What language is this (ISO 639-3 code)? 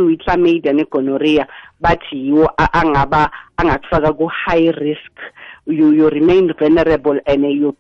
nbl